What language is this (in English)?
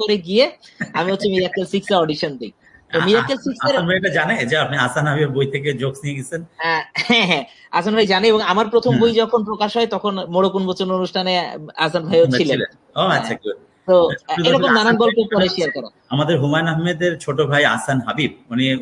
Bangla